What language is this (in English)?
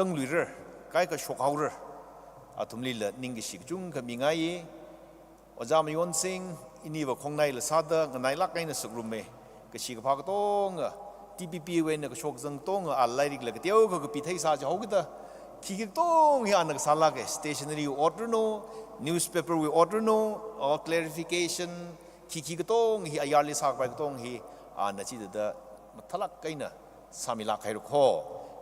Tangkhul Naga (India)